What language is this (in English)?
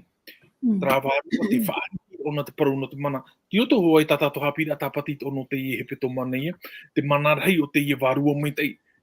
Tahitian